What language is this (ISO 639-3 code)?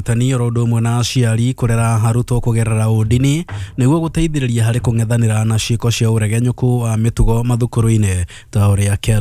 kik